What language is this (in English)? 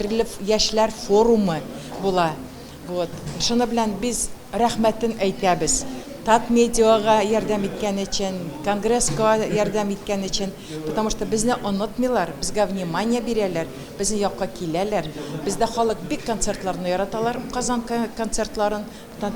Tatar